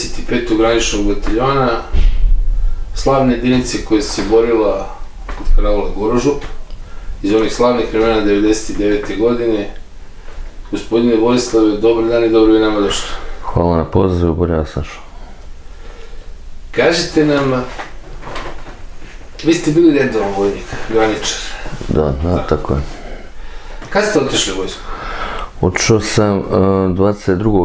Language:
Serbian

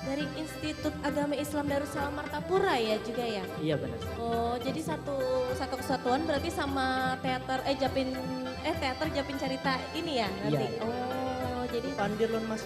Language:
Banjar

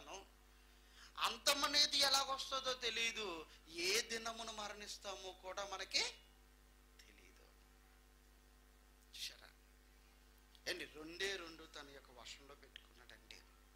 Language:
Telugu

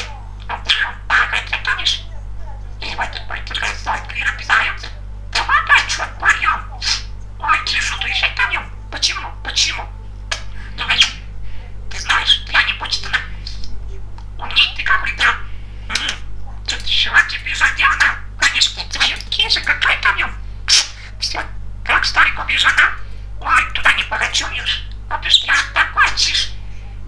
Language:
Russian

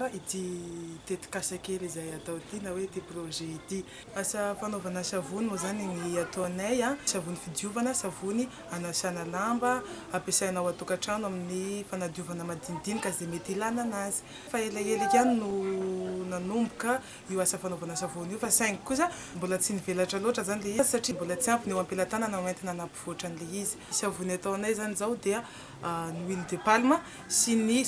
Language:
Malagasy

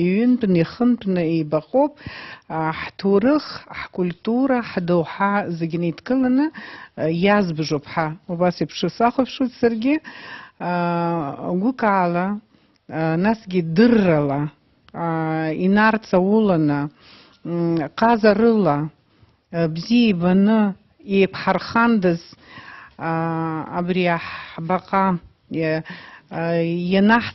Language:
Abkhazian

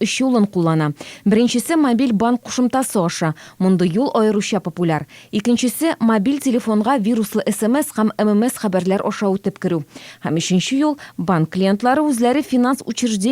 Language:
Tatar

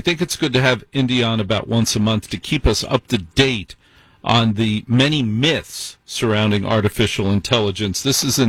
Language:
English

